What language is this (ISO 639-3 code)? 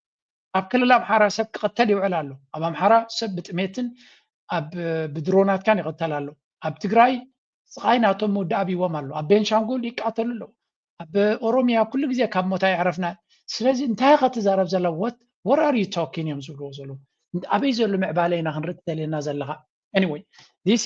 tir